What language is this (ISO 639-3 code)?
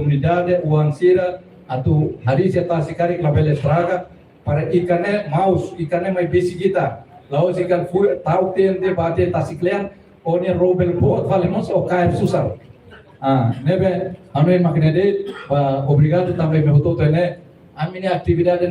tet